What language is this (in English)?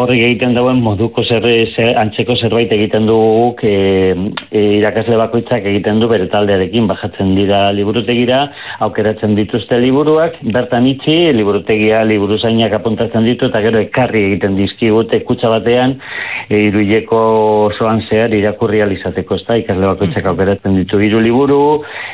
Basque